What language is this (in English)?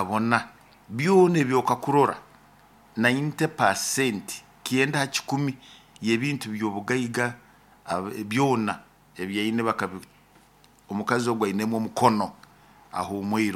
Nyoro